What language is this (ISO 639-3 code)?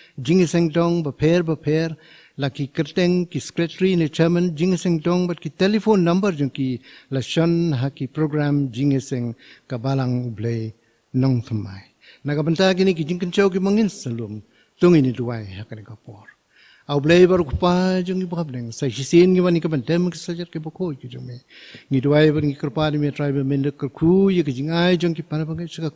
kha